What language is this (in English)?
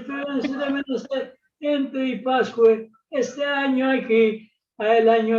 Ladino